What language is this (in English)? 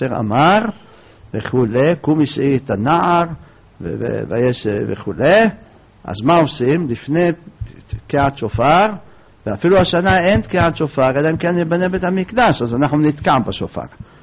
Hebrew